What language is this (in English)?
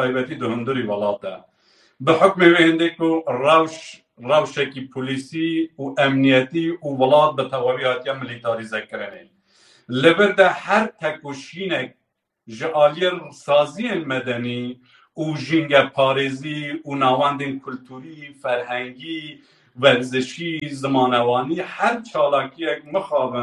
Kurdish